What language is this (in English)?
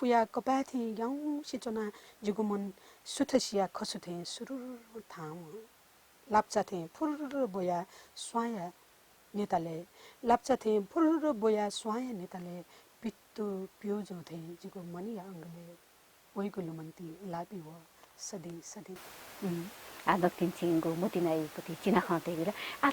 Newari